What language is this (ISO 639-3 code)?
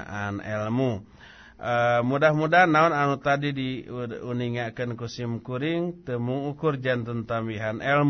sun